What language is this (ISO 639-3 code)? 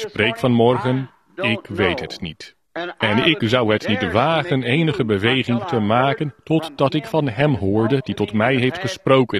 nld